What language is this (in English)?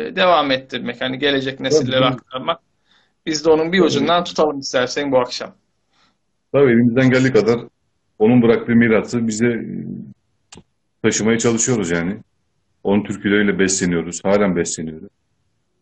Turkish